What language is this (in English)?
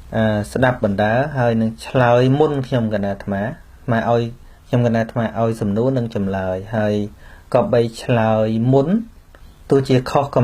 Khmer